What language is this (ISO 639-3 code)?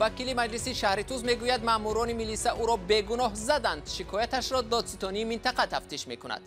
tgk